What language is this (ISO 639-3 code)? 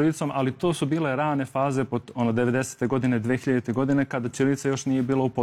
srp